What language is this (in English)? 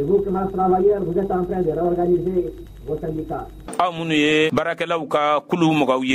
Bambara